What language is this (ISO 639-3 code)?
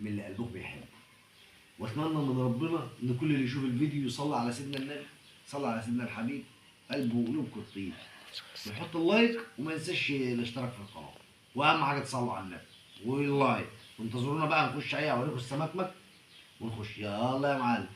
arz